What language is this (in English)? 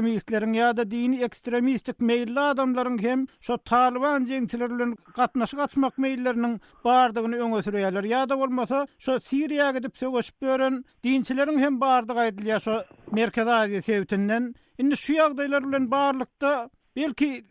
Turkmen